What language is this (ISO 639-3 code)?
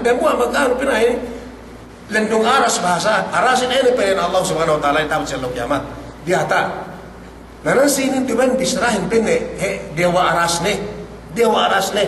yka